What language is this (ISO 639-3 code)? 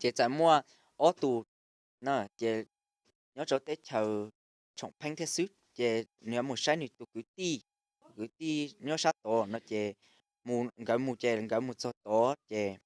hmn